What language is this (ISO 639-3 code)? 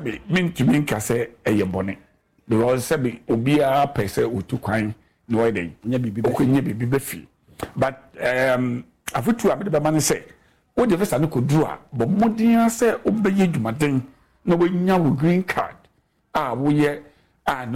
aka